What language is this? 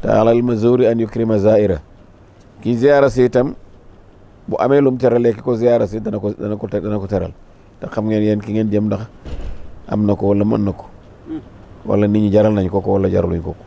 Wolof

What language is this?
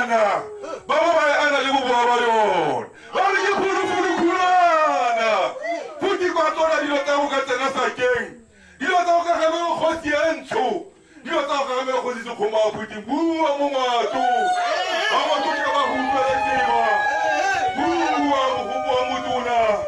Tswana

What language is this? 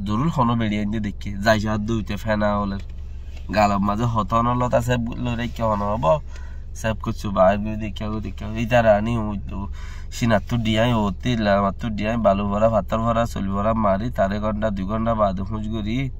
Rohingya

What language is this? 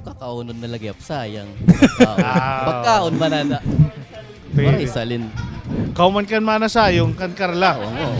Waray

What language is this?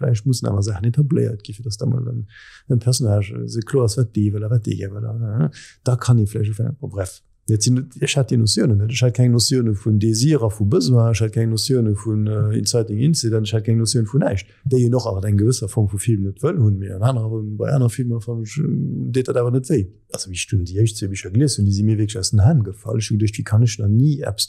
Luxembourgish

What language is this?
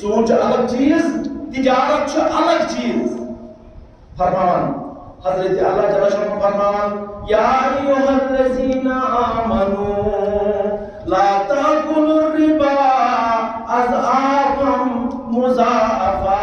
Kashmiri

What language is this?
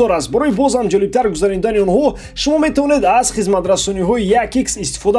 Tajik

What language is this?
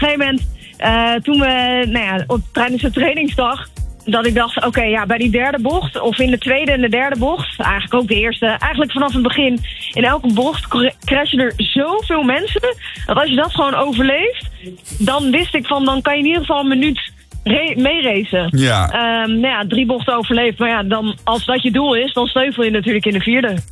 Dutch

